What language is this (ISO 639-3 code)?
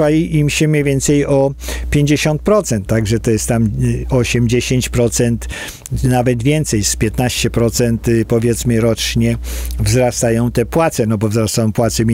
pol